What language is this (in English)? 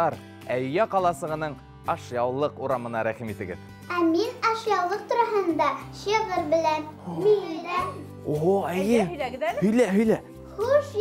Bashkir